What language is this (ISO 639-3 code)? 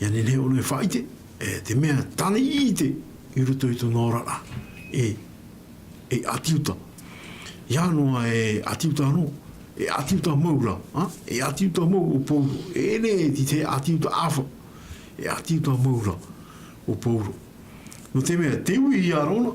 tah